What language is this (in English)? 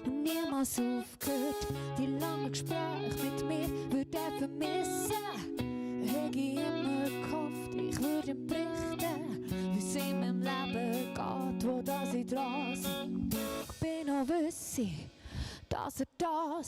Swiss German